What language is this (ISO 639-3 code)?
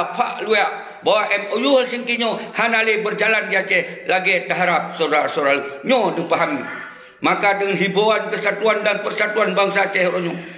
ace